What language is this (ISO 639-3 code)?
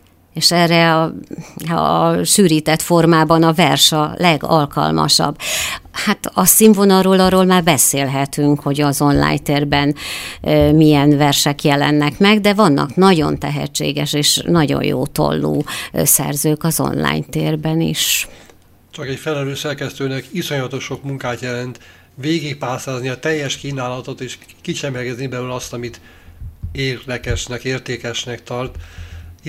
hun